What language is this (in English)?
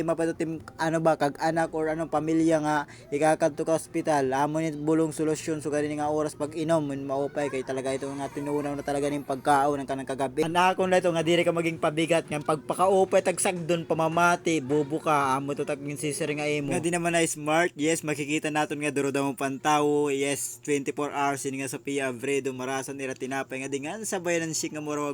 Waray